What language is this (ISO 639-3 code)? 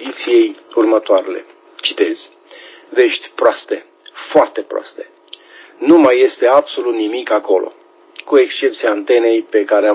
ron